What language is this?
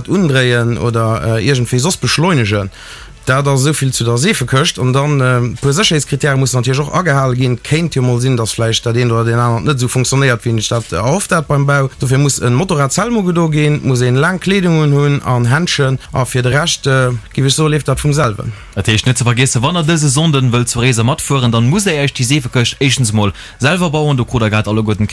Luxembourgish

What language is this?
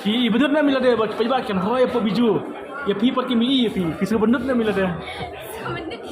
Khasi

